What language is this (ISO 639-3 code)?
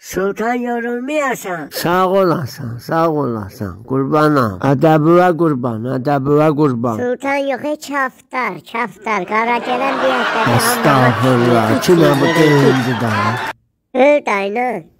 azb